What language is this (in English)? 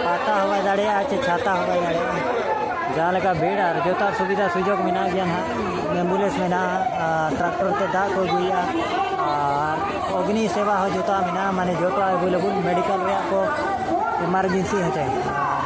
Santali